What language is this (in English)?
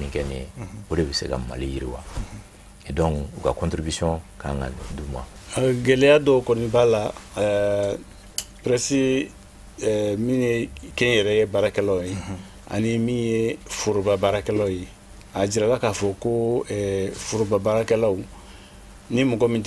Bambara